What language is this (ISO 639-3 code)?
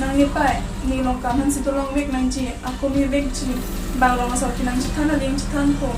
mjw